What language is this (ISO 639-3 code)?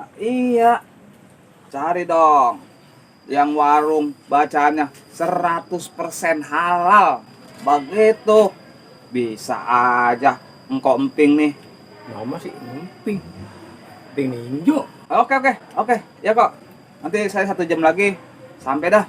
bew